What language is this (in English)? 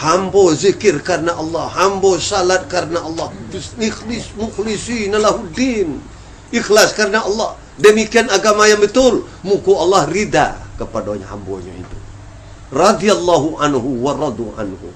Minangkabau